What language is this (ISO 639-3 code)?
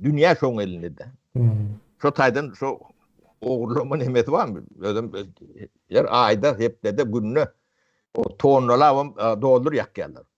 tuk